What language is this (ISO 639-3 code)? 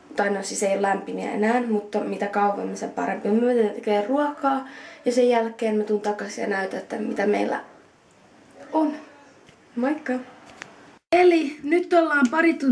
fin